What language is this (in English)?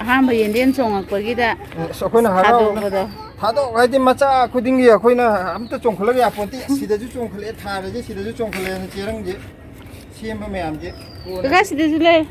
Manipuri